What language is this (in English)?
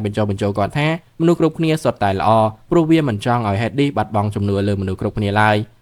Khmer